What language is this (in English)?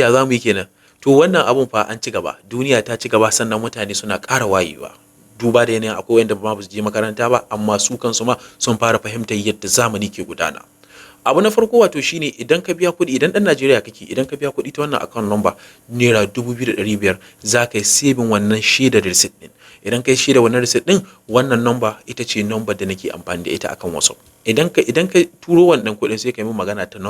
Hausa